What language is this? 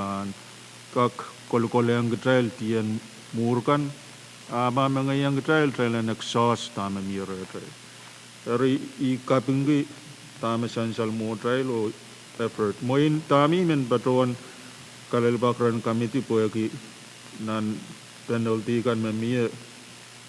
Pohnpeian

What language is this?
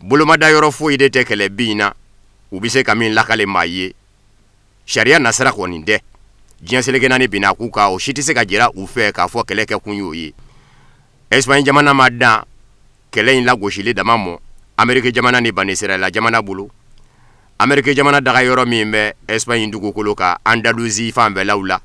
Bambara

